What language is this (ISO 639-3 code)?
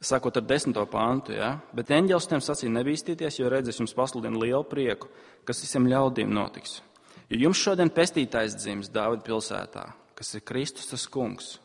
lav